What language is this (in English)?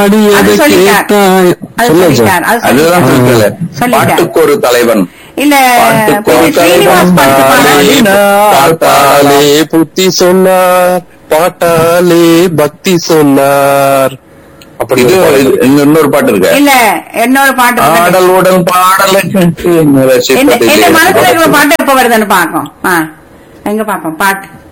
Tamil